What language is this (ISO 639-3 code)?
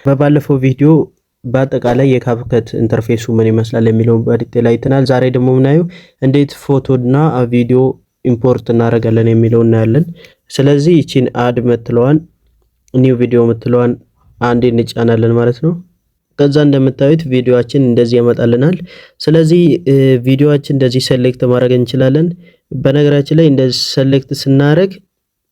amh